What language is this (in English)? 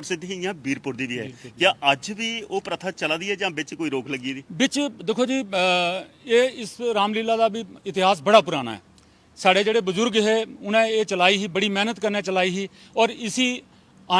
Dogri